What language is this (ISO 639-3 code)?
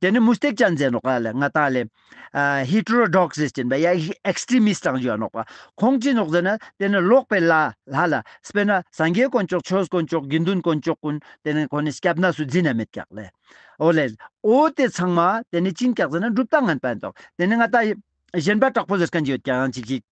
lbj